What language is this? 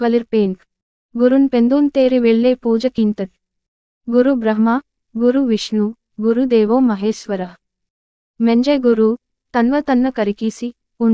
Gondi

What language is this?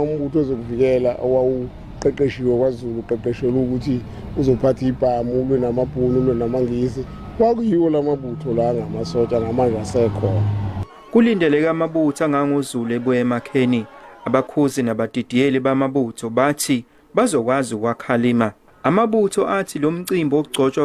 Zulu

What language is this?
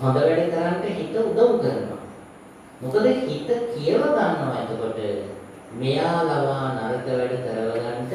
Sinhala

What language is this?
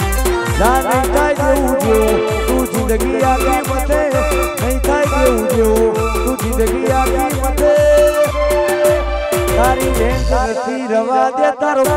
Gujarati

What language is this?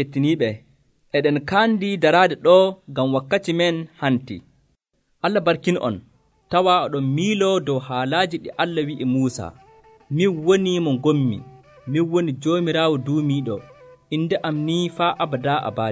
Nigerian Fulfulde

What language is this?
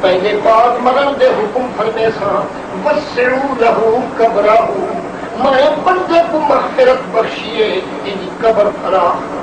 Saraiki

